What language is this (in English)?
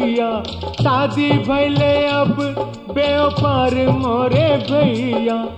Bhojpuri